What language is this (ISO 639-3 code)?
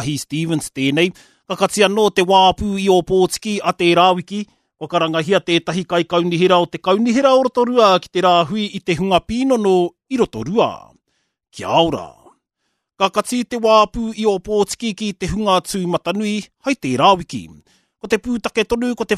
mri